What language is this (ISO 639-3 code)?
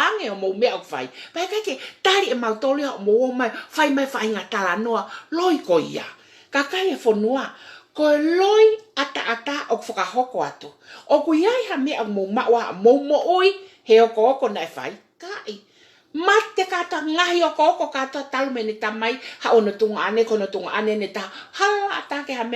ton